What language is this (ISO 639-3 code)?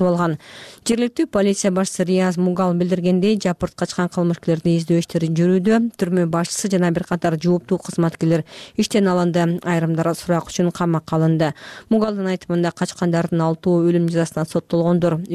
kir